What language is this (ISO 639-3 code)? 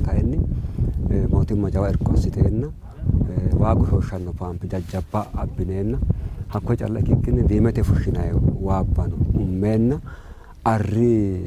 sid